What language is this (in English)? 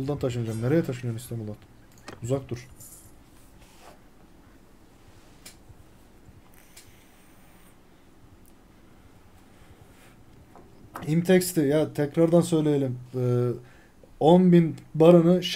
Turkish